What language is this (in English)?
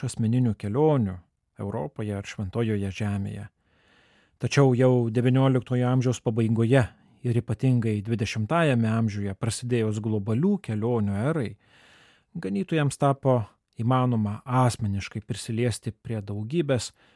Lithuanian